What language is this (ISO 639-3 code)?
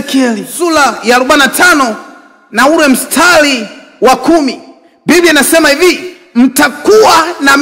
swa